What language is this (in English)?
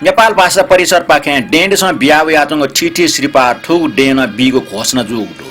Newari